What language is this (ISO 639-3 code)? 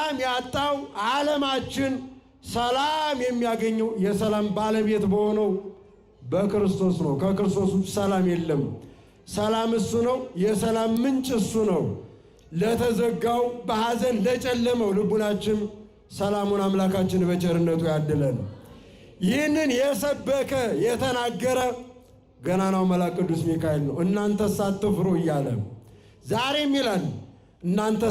amh